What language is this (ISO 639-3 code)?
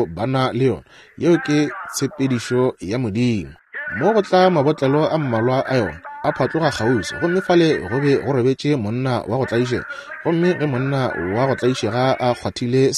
nso